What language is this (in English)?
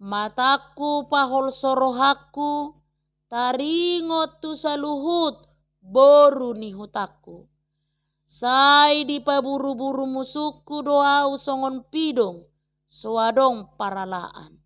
Batak Toba